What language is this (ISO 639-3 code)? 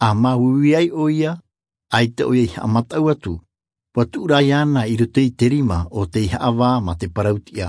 tah